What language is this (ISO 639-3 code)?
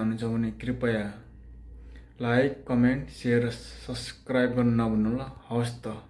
nep